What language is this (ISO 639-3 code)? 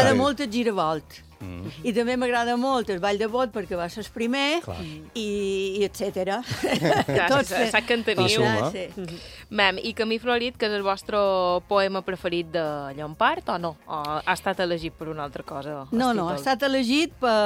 cat